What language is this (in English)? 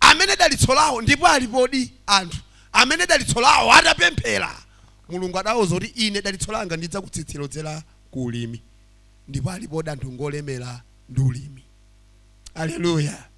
Nyanja